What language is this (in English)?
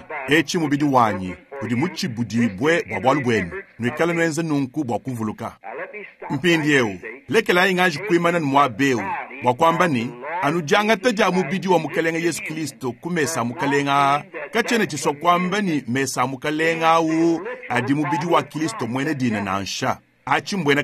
Luba-Lulua